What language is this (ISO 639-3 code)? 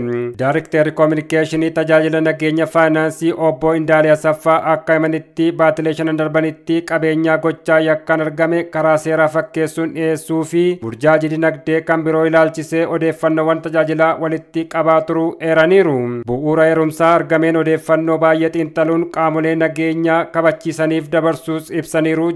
orm